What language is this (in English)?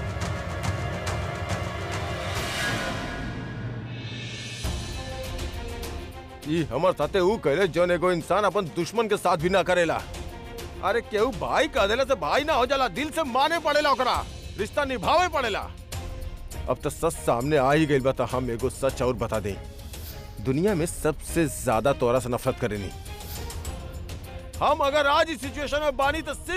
Bhojpuri